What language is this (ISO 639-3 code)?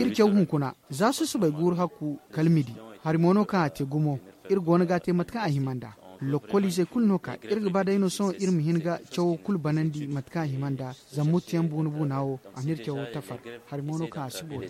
dje